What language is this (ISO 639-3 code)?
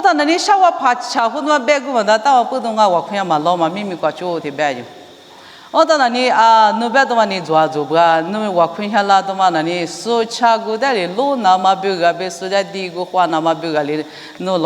lis